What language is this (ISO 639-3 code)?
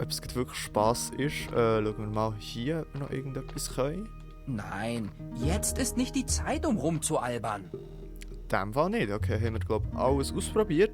gsw